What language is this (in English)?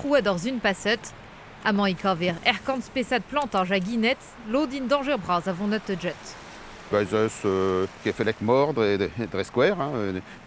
Breton